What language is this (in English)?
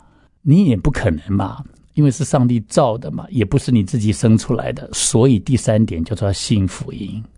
Chinese